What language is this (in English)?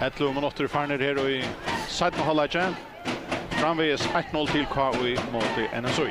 Faroese